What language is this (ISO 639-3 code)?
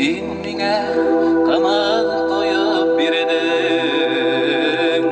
bak